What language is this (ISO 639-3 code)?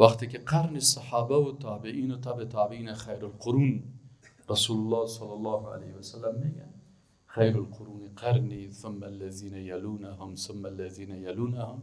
fas